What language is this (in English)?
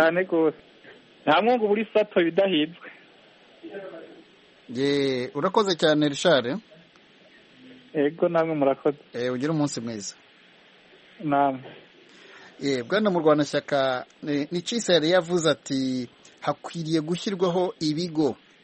Kinyarwanda